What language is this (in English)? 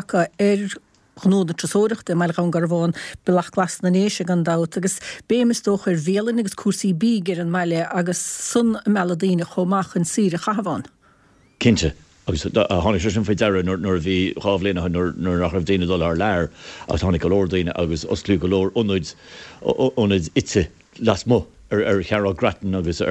Irish